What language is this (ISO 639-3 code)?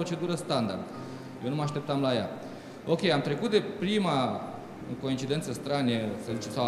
ron